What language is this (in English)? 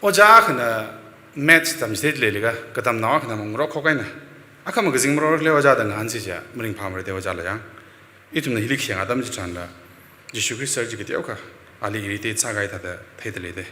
Tangkhul Naga (India)